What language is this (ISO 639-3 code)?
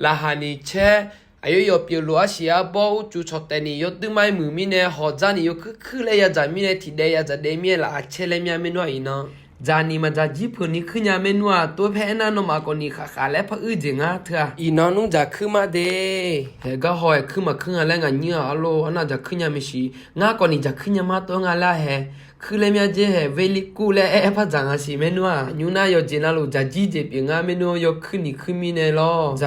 ahk